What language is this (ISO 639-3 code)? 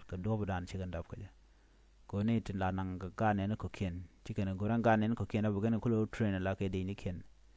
nus